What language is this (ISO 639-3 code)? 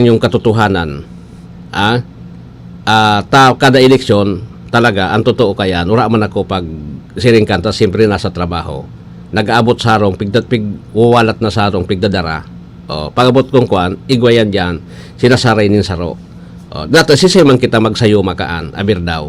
bik